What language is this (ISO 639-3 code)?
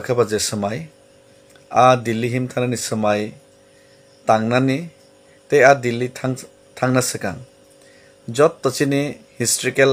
trp